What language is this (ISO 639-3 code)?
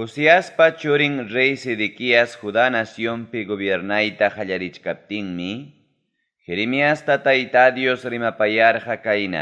quy